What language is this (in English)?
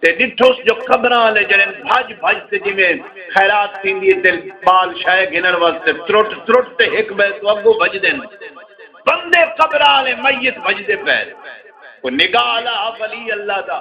Saraiki